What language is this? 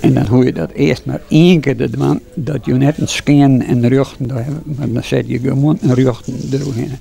Western Frisian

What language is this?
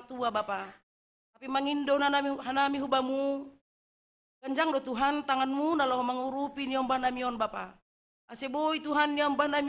Batak Simalungun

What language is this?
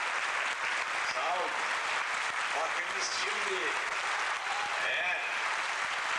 Turkish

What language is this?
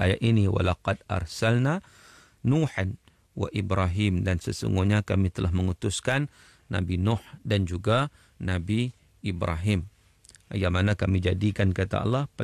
Malay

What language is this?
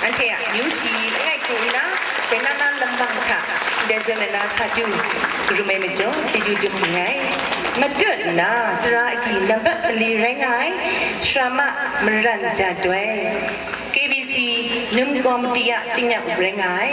Kachin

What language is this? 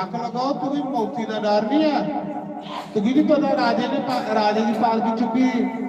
Dogri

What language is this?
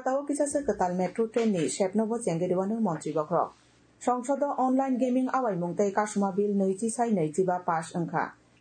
Kok Borok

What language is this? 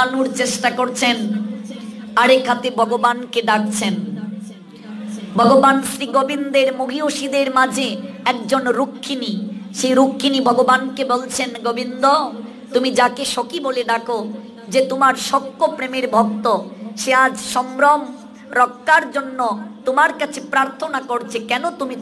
Bangla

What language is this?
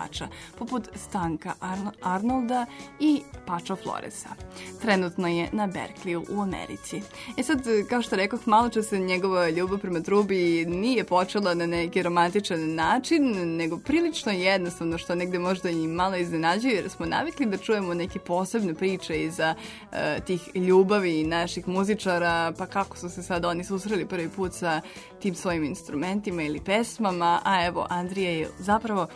Serbian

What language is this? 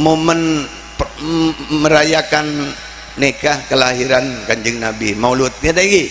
Madurese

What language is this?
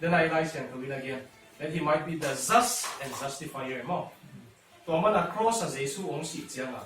Tedim Chin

